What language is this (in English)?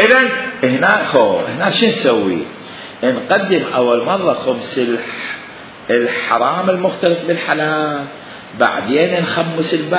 Mesopotamian Arabic